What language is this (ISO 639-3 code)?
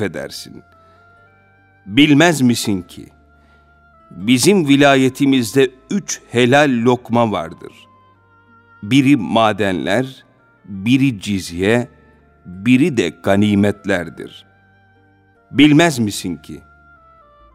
tur